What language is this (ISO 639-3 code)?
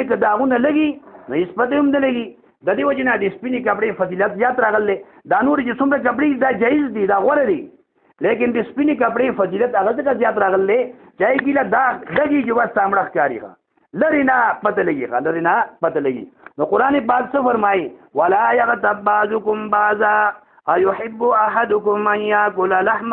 pus